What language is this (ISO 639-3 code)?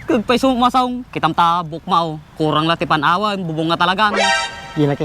ilo